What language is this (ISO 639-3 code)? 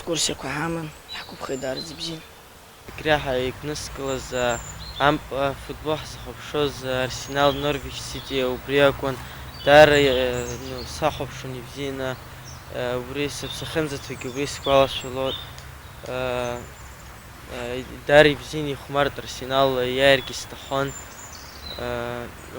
abk